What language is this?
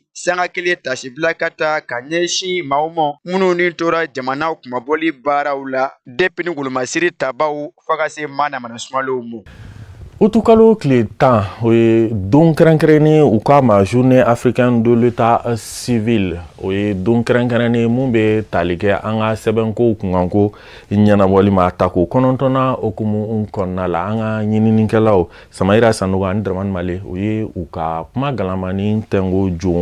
Bambara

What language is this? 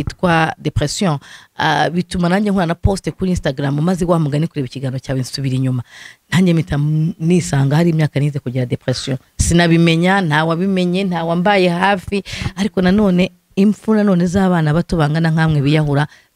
Kinyarwanda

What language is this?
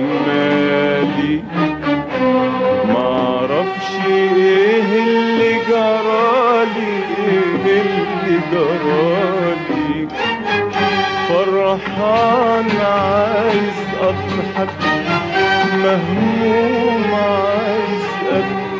Egyptian Arabic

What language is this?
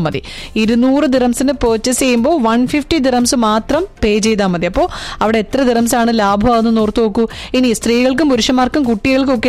Malayalam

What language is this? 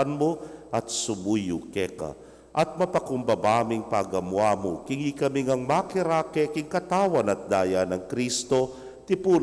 Pampanga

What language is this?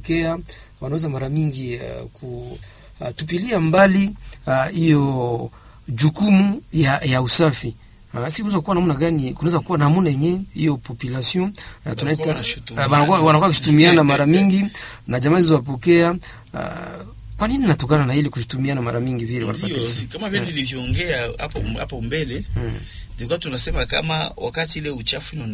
Swahili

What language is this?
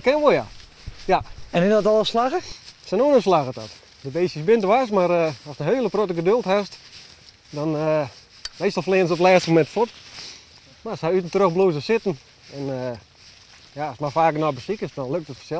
Western Frisian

